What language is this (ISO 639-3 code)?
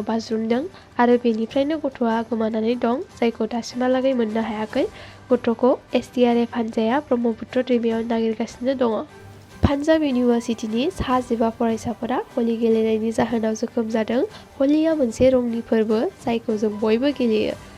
brx